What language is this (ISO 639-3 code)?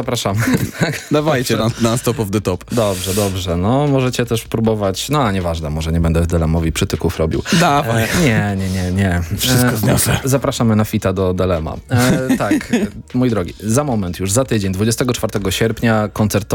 pol